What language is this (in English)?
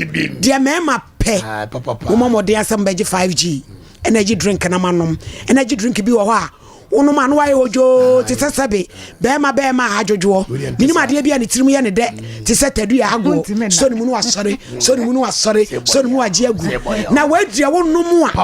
Akan